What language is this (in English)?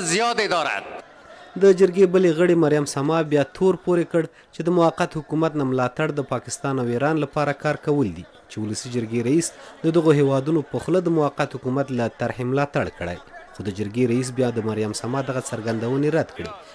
Pashto